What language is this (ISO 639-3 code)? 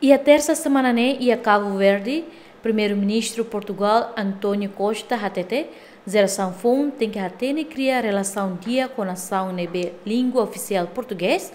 tet